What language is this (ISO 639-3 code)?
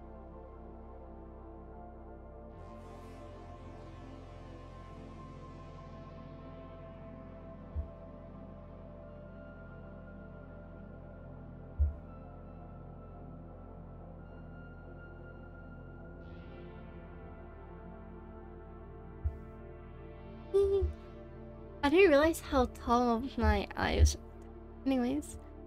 eng